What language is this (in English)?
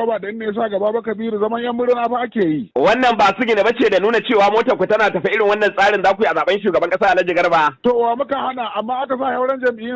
Hausa